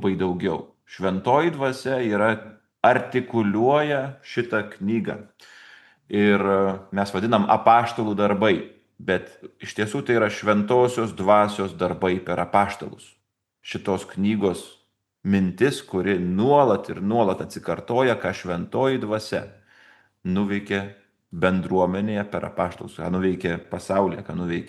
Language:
Lithuanian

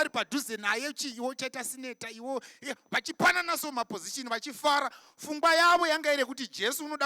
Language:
Shona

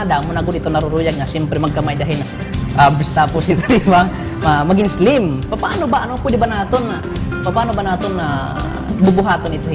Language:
Waray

